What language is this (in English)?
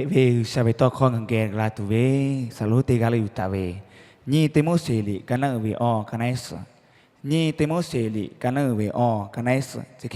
Lahu